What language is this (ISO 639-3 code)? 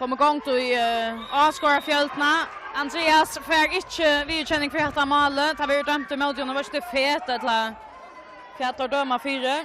fao